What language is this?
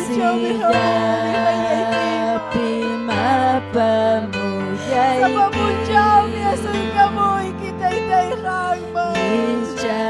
Ayacucho Quechua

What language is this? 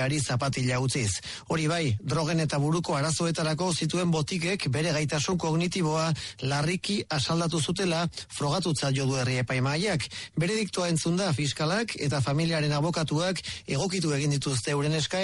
Basque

